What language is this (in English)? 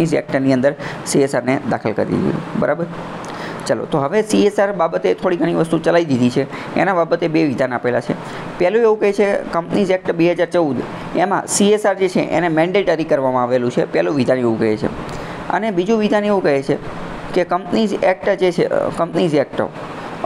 Gujarati